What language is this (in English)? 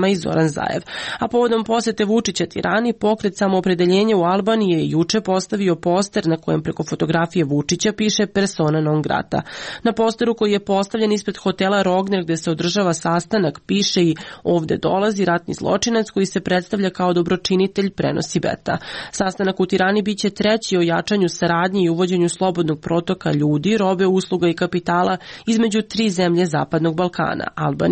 Serbian